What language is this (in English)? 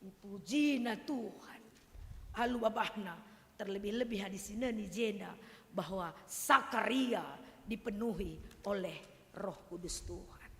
Batak Karo